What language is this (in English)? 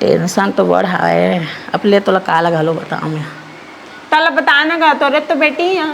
Chhattisgarhi